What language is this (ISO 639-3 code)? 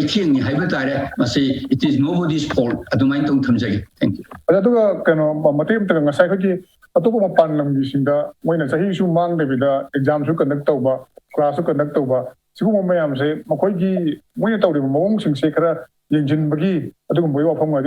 mni